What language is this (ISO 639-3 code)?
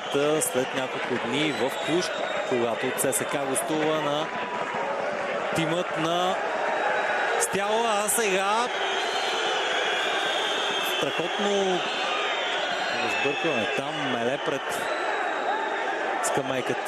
bul